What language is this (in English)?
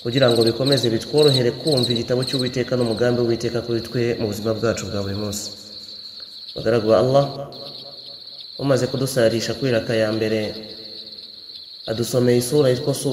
Kinyarwanda